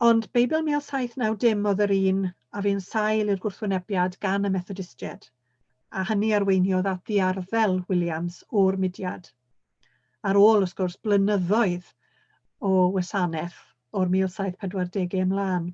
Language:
Welsh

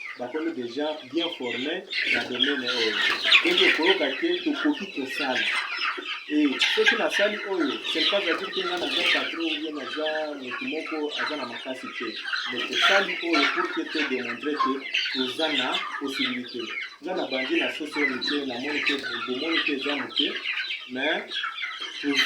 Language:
Lingala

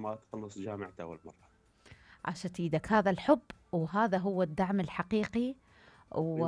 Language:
Mesopotamian Arabic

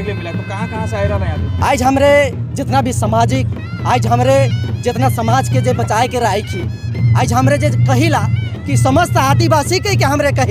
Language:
Sadri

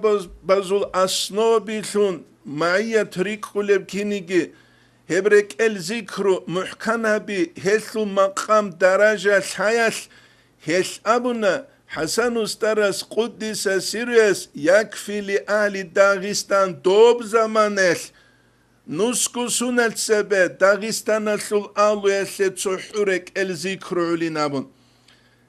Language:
Avaric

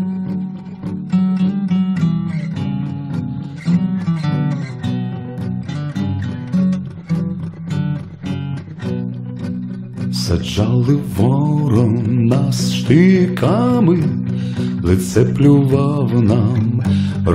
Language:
Ukrainian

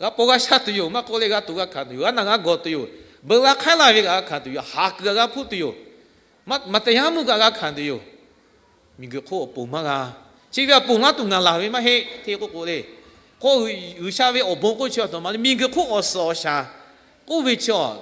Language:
Lahu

